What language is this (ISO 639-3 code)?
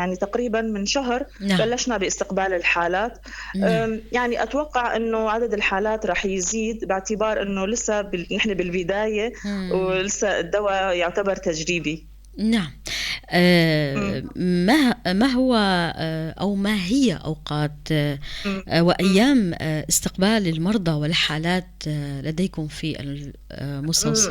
apc